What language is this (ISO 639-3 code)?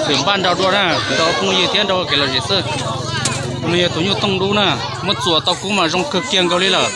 hmn